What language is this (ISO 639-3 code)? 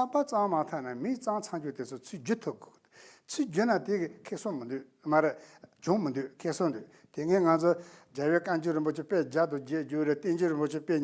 bod